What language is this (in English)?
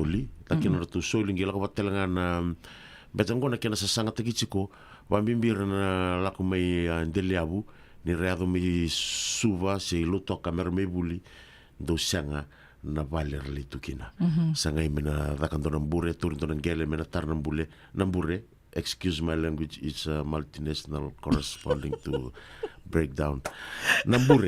Fijian